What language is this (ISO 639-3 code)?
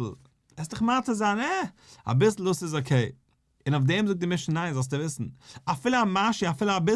yid